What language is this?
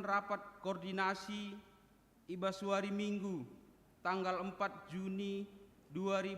Batak Karo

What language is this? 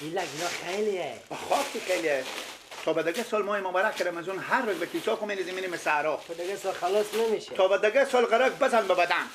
Persian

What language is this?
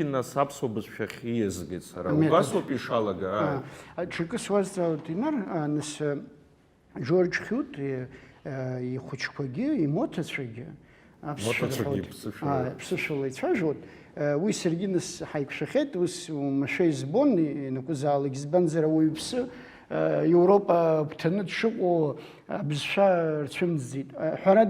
Abkhazian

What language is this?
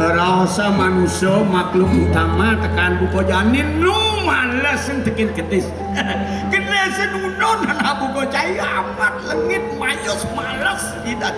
Balinese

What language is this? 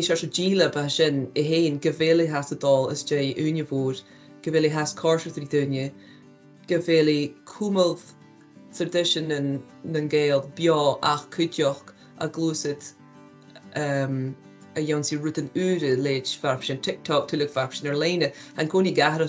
Scottish Gaelic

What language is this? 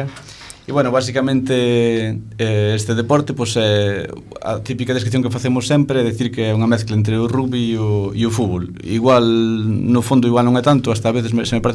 Galician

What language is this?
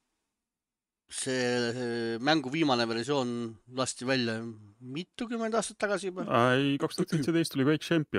Estonian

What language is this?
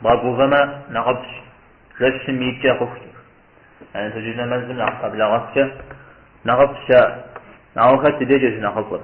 Kabardian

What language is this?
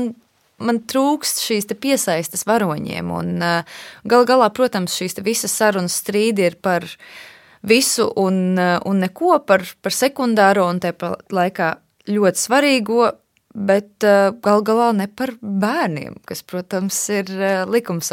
Latvian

